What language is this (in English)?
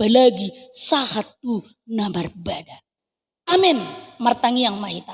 Batak Toba